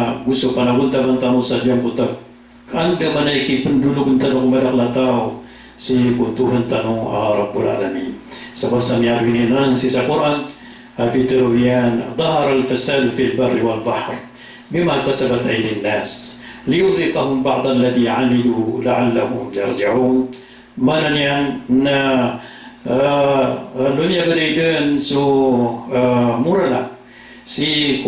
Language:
Maranao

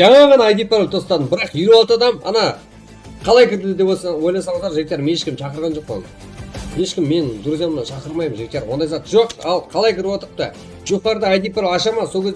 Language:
Kara-Kalpak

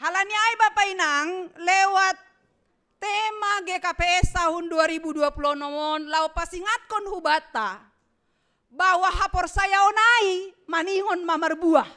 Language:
Batak Simalungun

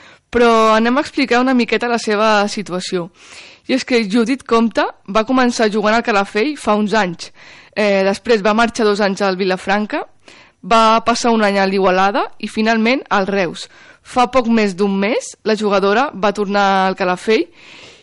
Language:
Catalan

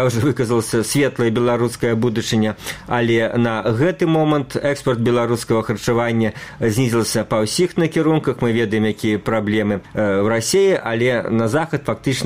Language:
Belarusian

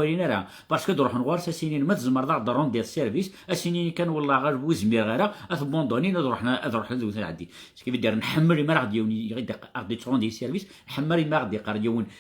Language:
Kabyle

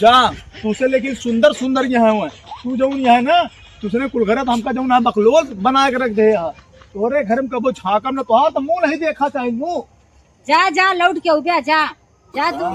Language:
Awadhi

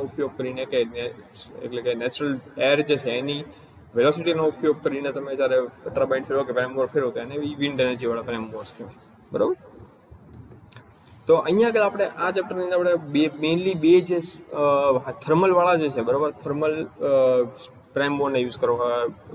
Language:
Gujarati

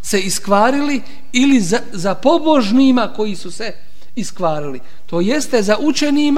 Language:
Bosnian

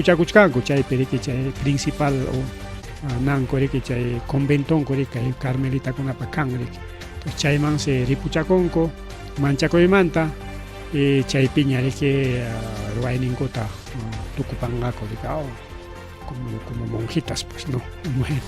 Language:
Ayacucho Quechua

